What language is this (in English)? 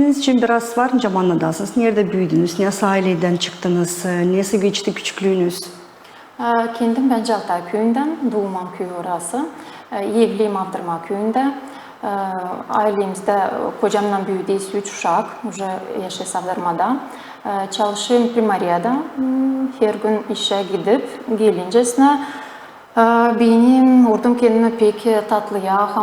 Gagauz